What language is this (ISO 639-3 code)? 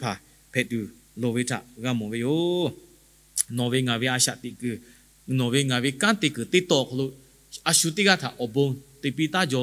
lhu